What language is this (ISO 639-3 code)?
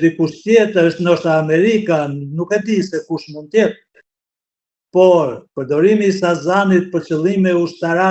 sqi